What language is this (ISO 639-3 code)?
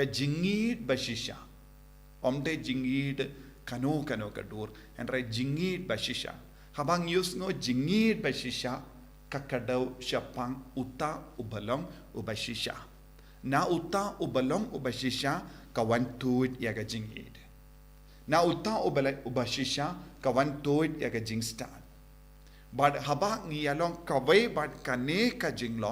kha